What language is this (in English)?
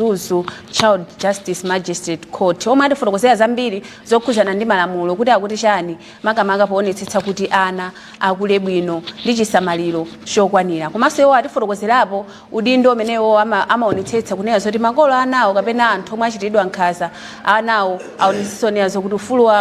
Nyanja